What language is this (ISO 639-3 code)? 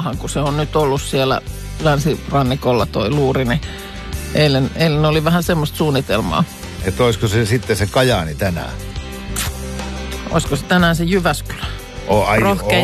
fin